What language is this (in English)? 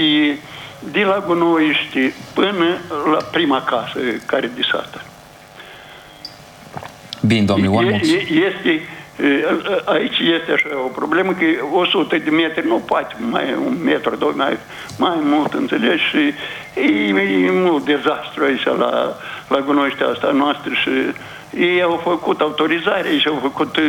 Romanian